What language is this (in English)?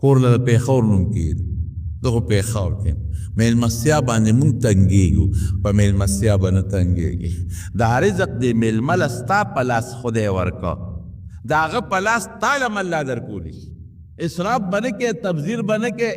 Pashto